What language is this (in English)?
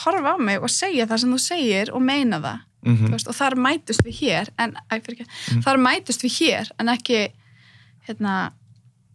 Icelandic